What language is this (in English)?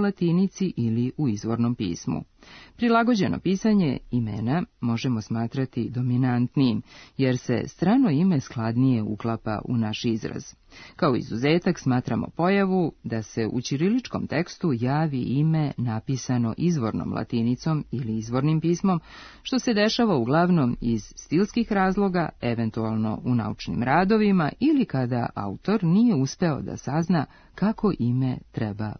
Serbian